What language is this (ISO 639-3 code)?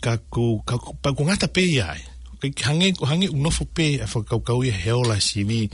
ton